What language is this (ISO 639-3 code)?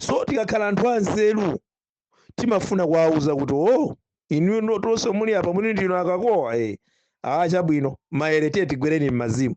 nya